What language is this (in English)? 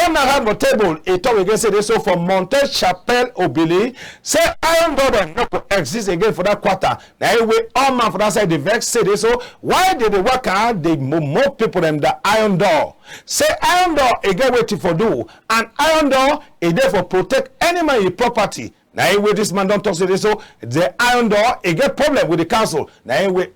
Cameroon Pidgin